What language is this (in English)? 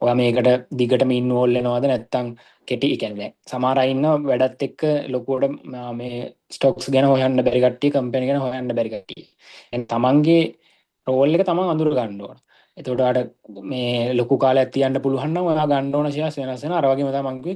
Sinhala